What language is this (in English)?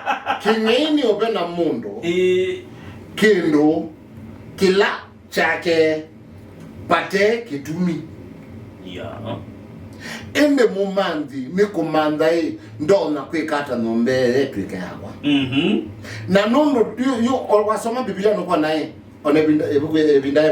Kamba